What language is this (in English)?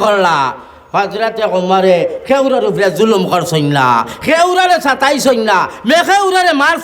Sylheti